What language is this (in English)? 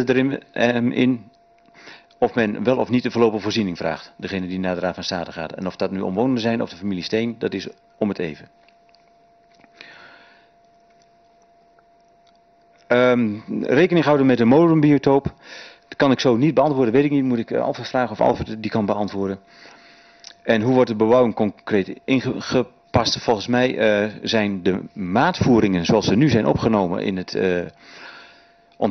Dutch